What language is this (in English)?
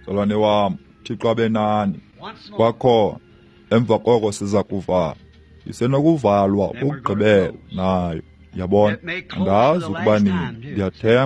Xhosa